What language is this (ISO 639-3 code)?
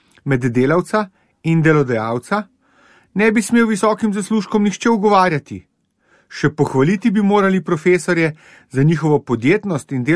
slv